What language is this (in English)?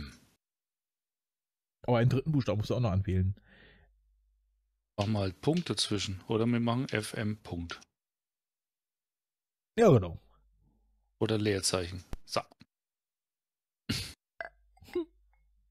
German